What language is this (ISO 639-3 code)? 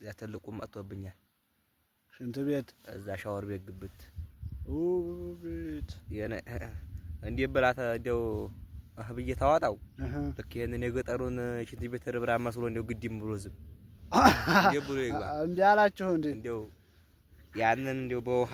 amh